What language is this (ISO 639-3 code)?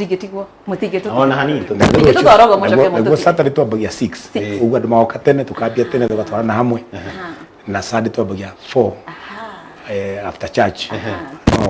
kik